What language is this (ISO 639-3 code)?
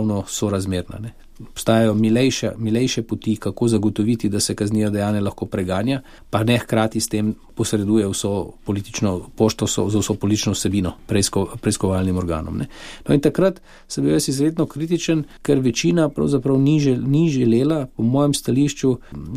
slv